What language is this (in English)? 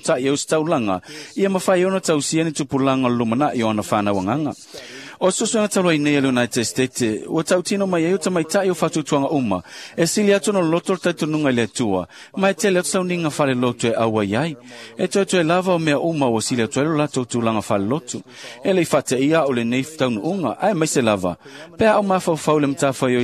Samoan